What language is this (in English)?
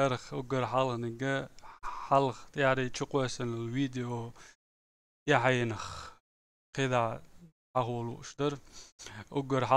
Chechen